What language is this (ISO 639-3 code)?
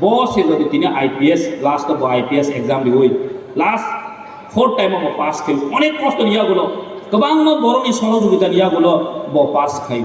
trp